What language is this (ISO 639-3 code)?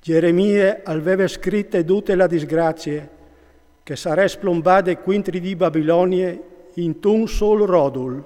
fur